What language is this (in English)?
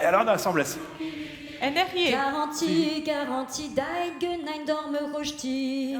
Breton